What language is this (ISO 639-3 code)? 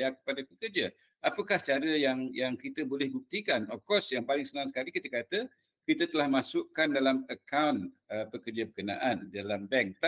msa